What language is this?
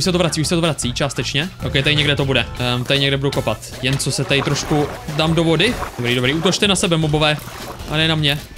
Czech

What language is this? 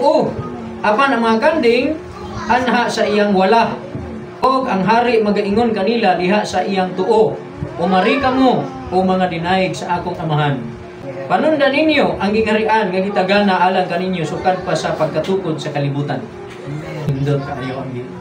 Cebuano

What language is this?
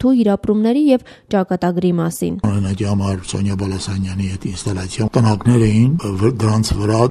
Armenian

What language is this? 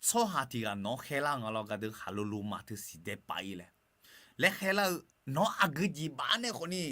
Akha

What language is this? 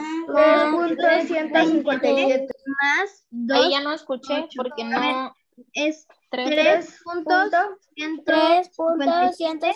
Spanish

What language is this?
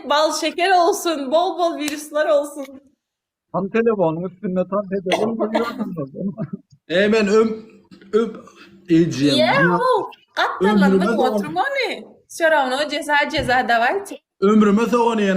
Turkmen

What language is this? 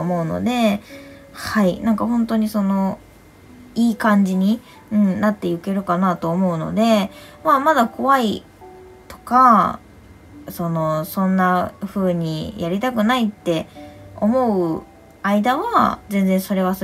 Japanese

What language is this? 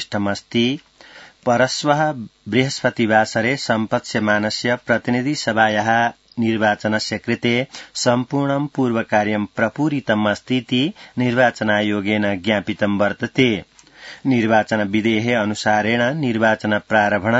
Sanskrit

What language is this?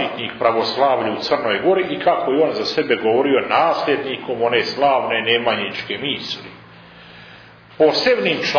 Serbian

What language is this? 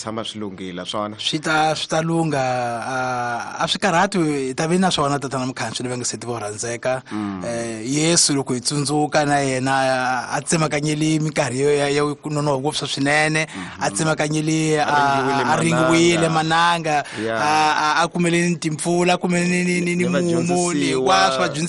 Tsonga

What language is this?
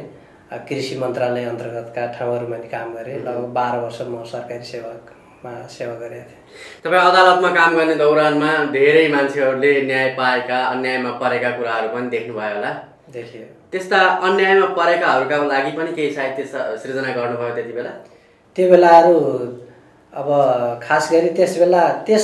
Nepali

